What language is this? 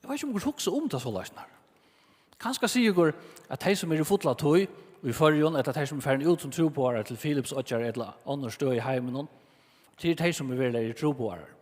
Faroese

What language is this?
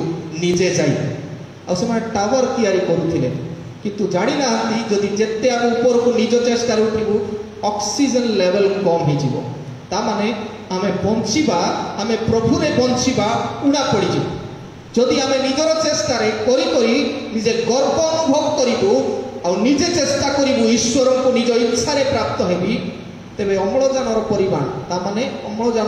Odia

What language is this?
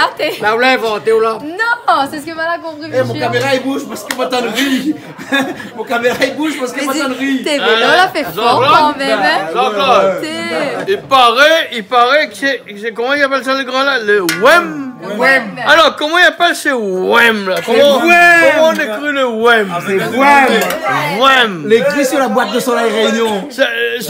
Réunion Creole French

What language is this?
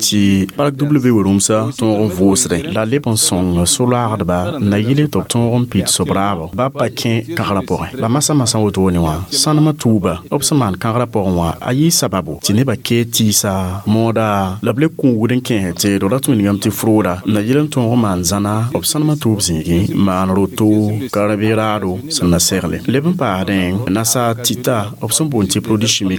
Mossi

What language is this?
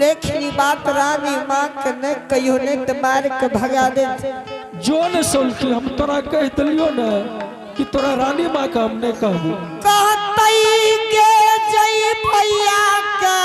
Angika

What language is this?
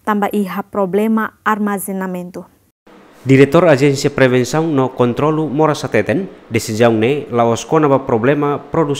Tetum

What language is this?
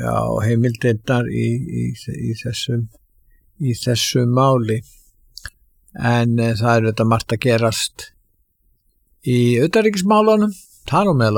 Icelandic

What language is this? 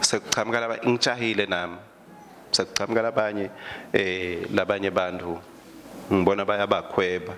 Swati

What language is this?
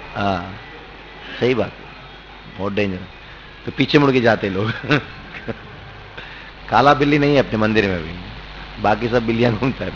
Hindi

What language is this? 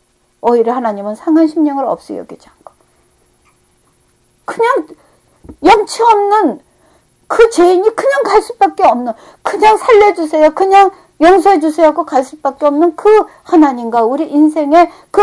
Korean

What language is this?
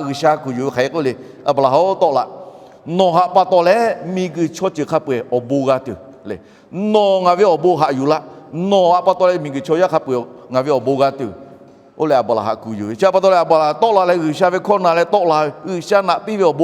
Lahu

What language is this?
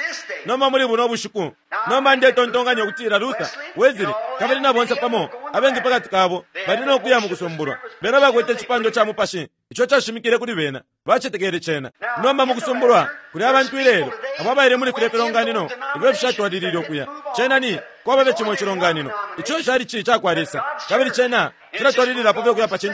Bemba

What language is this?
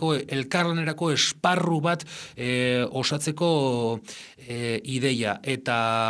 Basque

